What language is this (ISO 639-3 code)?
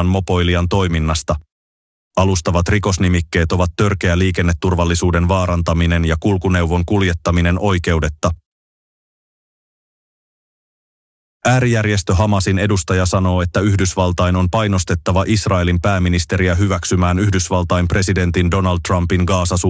fin